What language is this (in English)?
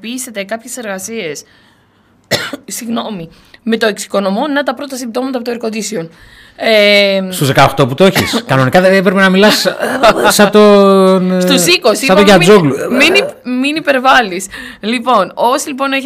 Greek